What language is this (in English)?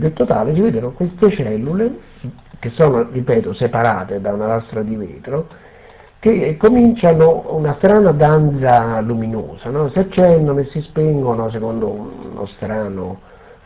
Italian